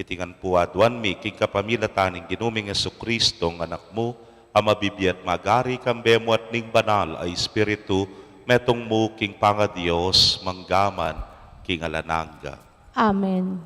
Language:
Pampanga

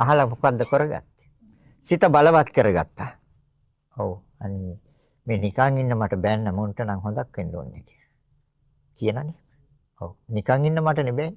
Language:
Sinhala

